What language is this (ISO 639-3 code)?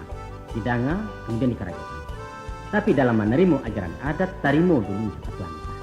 min